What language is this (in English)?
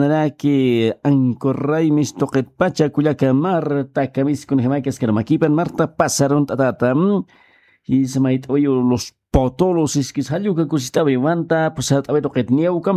Aymara